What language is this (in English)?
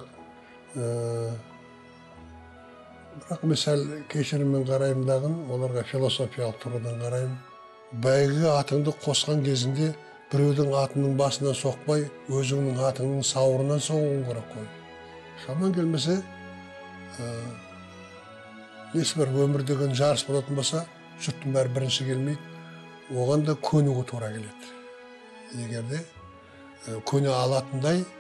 Kazakh